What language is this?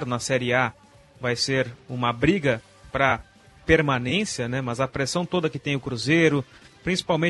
Portuguese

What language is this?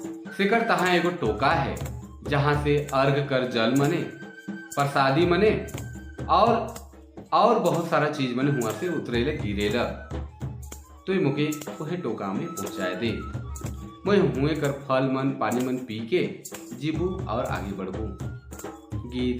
Sadri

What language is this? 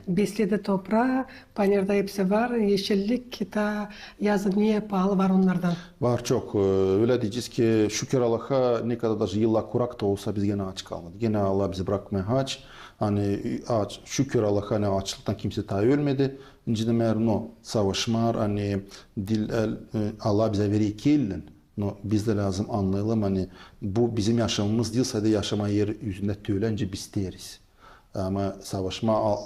Gagauz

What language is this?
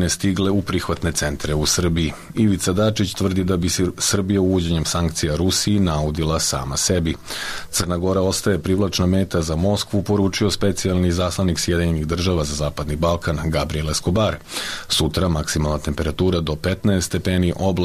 Serbian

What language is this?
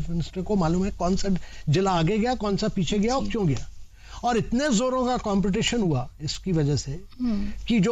Hindi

